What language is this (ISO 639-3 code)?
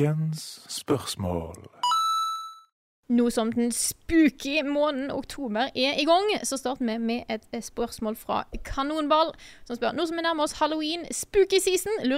nor